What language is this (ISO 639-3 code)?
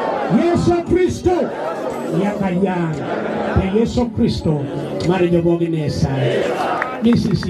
mas